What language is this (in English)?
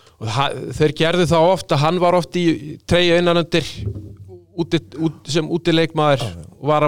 Icelandic